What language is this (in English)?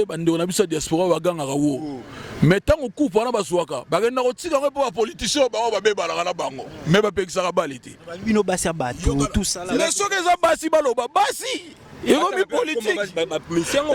Lingala